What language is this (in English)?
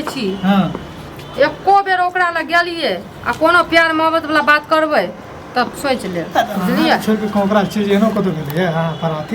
Maithili